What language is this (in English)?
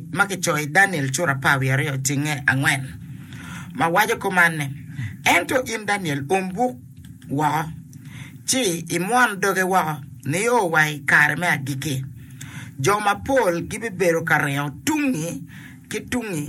Acoli